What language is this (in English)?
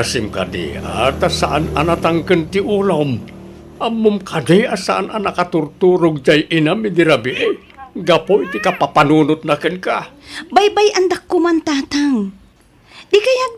Iloko